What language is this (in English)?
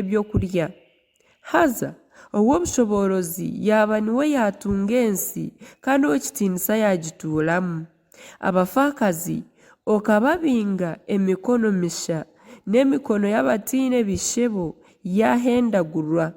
Nyankole